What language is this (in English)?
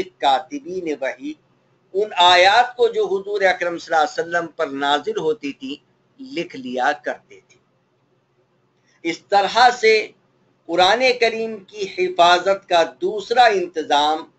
Urdu